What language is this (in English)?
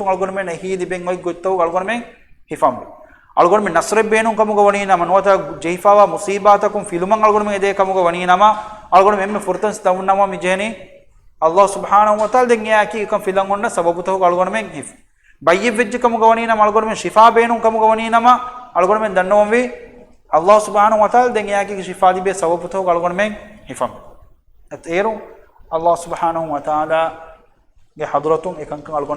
Divehi